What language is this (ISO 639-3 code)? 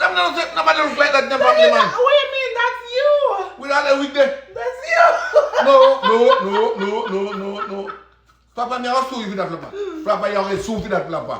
jam